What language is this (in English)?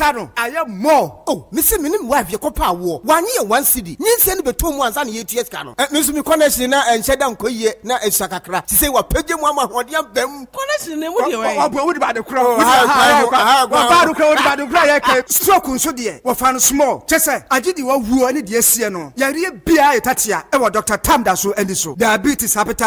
Akan